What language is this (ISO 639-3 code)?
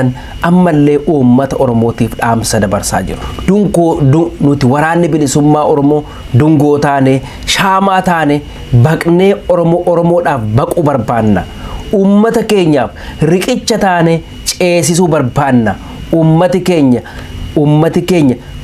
orm